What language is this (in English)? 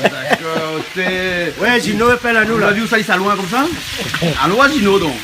Réunion Creole French